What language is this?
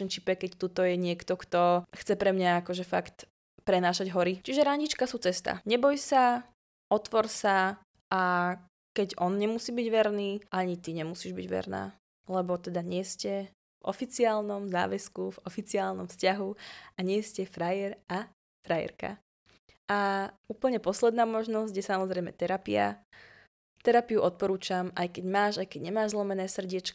Slovak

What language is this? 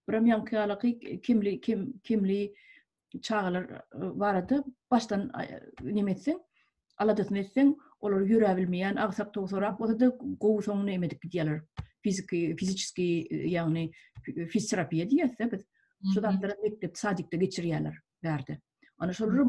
Turkmen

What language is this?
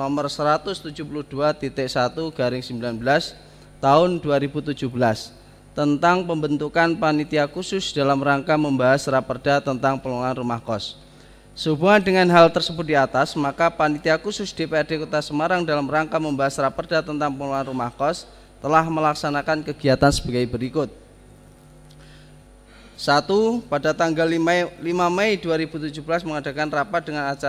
Indonesian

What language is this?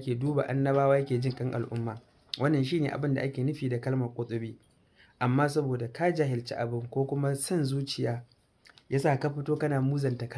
Hausa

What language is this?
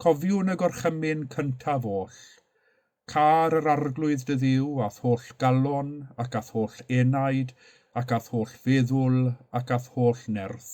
Welsh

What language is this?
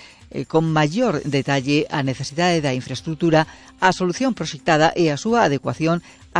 Galician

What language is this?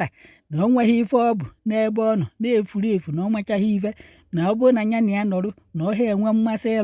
Igbo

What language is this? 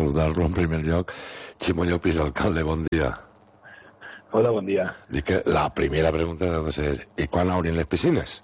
Catalan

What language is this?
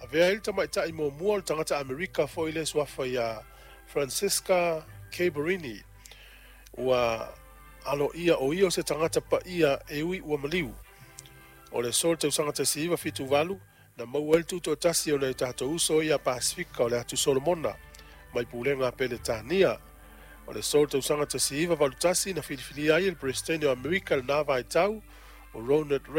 Samoan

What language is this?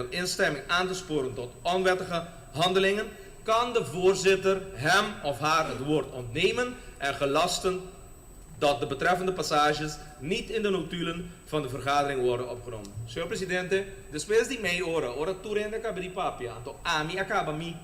Papiamento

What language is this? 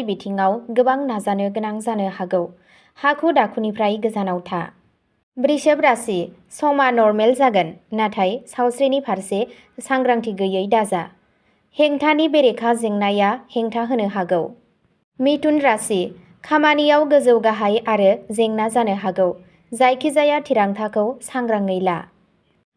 Bodo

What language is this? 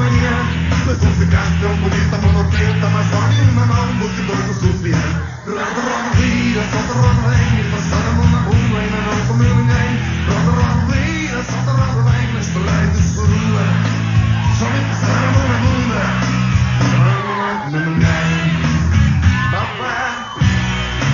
Portuguese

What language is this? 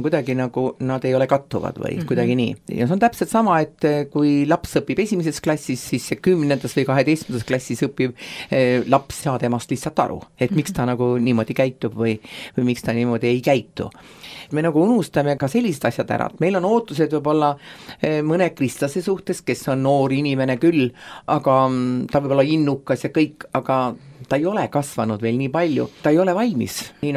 Estonian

